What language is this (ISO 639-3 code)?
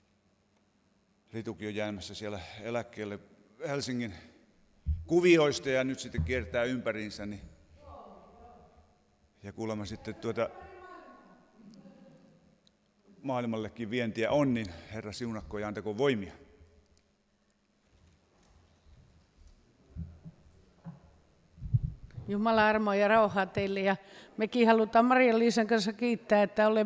fin